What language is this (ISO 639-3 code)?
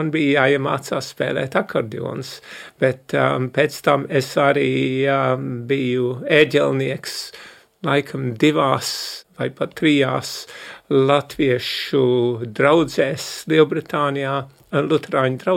lav